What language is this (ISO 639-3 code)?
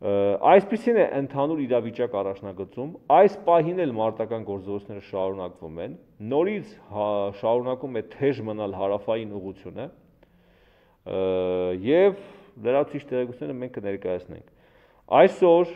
hye